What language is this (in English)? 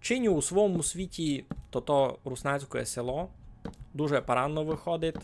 Rusyn